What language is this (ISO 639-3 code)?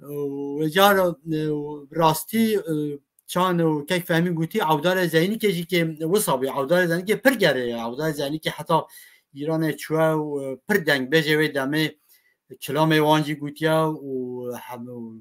kur